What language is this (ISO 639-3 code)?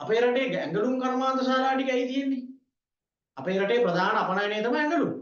sin